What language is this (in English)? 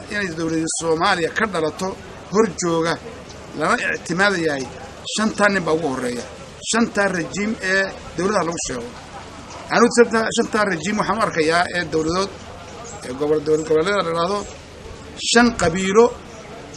Somali